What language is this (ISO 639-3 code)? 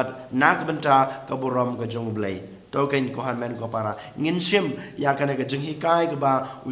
kha